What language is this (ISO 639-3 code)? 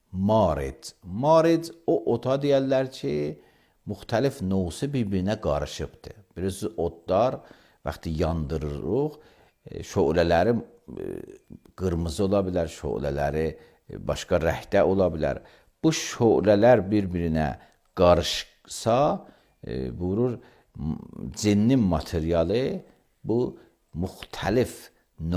aze